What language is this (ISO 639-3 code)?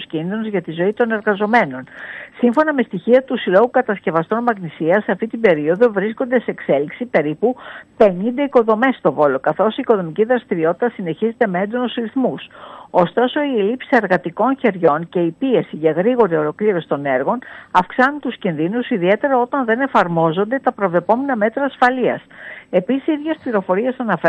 ell